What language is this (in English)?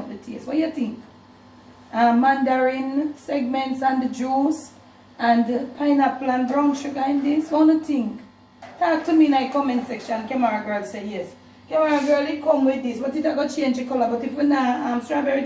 Jamaican Creole English